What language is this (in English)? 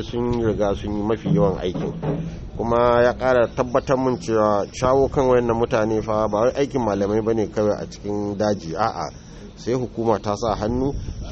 Hausa